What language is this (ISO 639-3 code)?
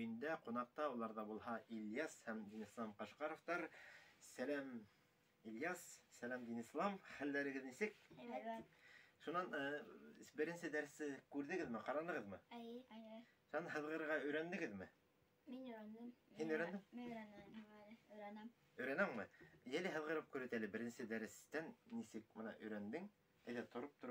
bak